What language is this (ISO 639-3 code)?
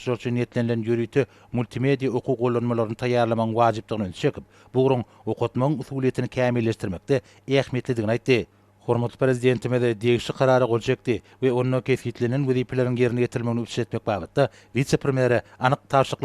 tuk